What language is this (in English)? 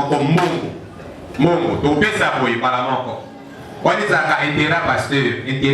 Lingala